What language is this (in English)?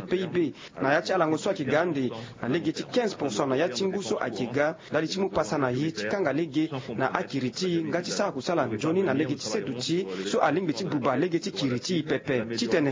Sango